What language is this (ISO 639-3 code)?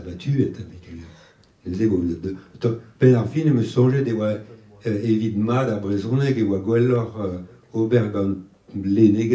bre